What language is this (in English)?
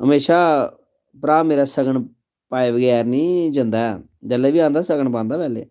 Dogri